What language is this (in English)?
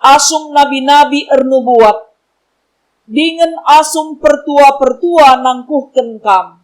Batak Karo